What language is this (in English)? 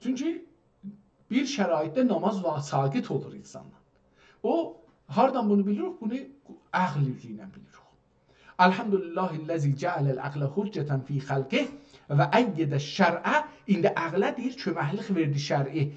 South Azerbaijani